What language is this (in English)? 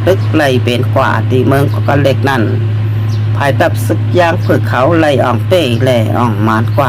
Shan